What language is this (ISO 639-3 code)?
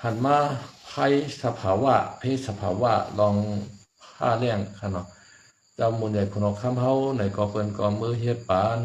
shn